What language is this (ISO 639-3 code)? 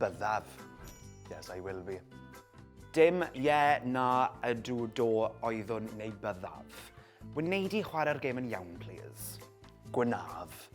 cym